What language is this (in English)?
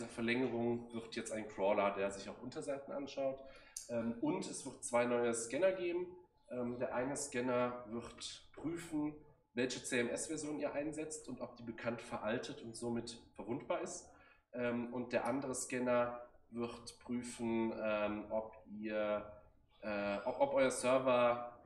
German